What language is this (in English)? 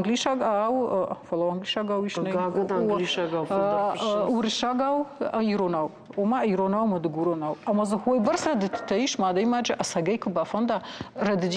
Ossetic